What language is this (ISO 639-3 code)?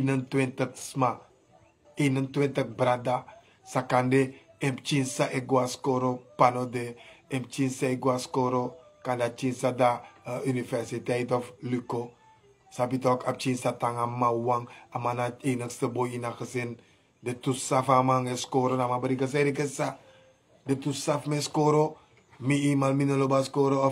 srn